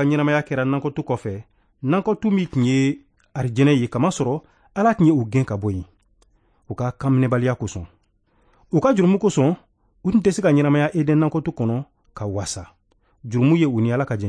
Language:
Bambara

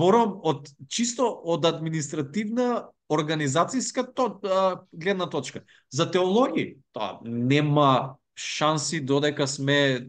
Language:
Macedonian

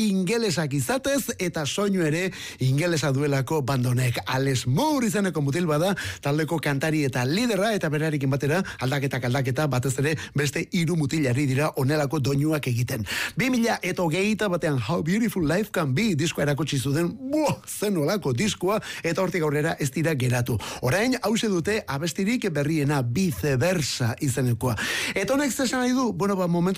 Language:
Basque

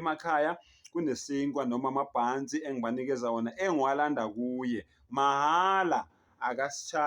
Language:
Zulu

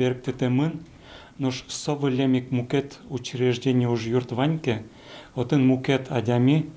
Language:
Udmurt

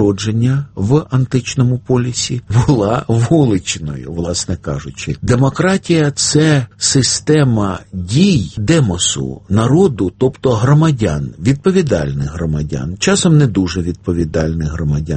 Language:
Ukrainian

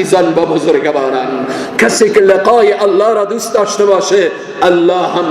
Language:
Persian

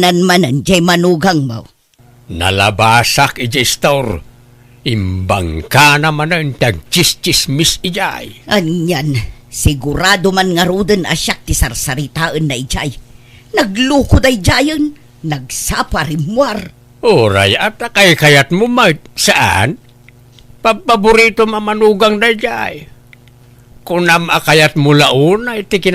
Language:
Iloko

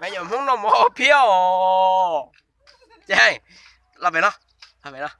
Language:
Hmong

